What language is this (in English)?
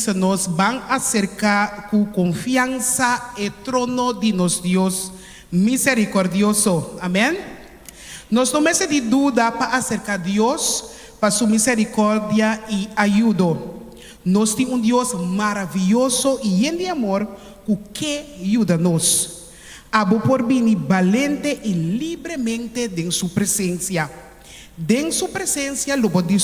Papiamento